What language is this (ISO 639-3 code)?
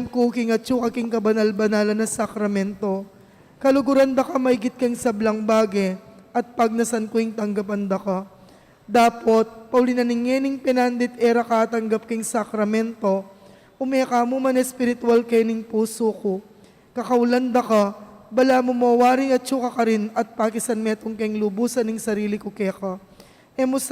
pam